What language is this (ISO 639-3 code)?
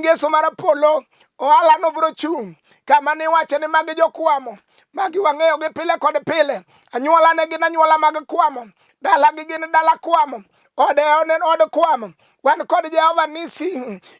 luo